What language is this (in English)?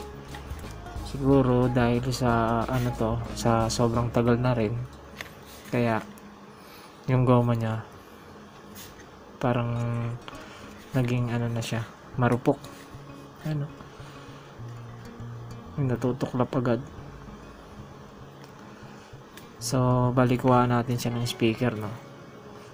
Filipino